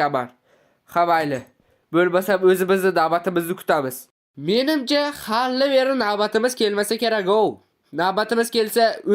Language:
Uzbek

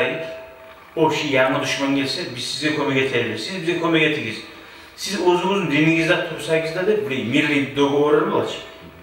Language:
Kumyk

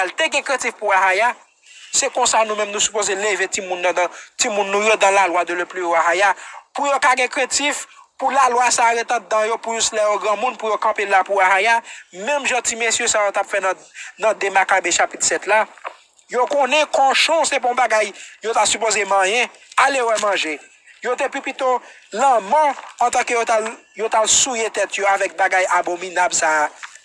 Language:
Haitian Creole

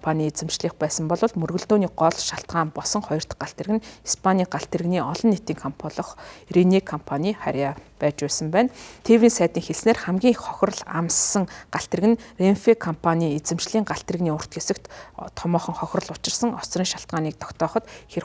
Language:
Mongolian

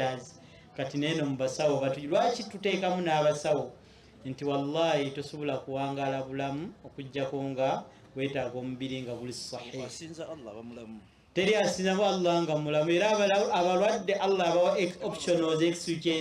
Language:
Ganda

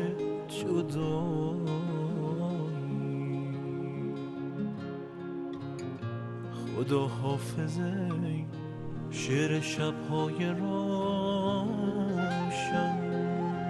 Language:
Persian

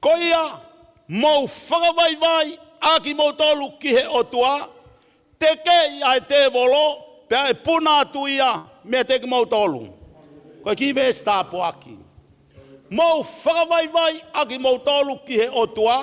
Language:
Tongan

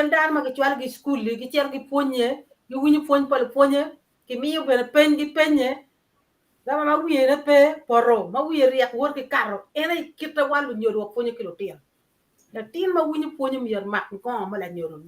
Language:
Acoli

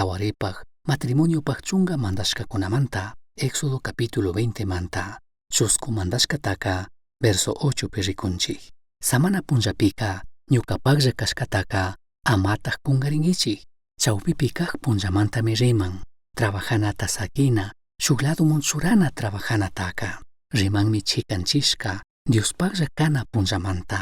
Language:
Chimborazo Highland Quichua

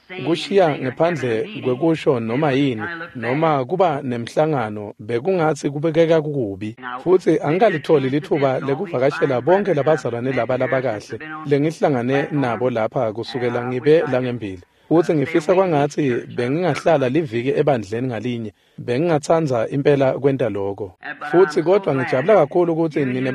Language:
Swati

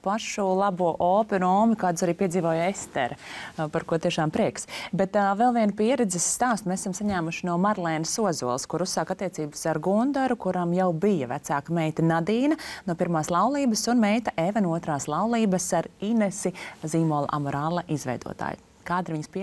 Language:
Latvian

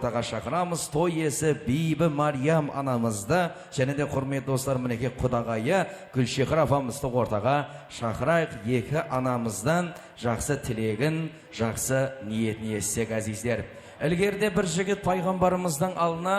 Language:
Kara-Kalpak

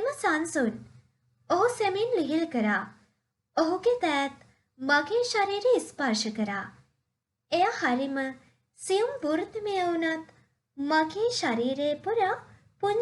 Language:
Sinhala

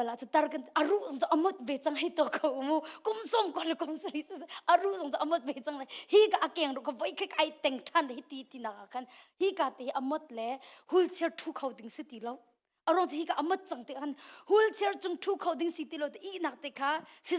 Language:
Hakha Chin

